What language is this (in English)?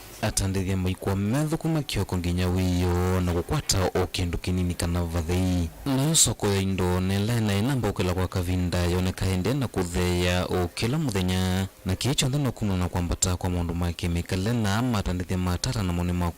Kamba